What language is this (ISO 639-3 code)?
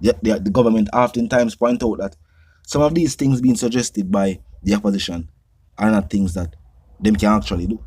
jam